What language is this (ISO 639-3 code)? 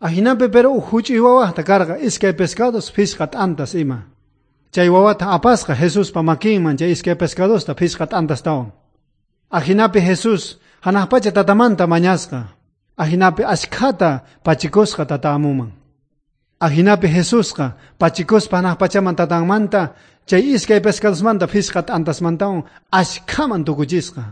quh